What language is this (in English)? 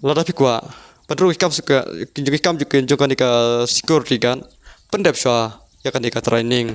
Khasi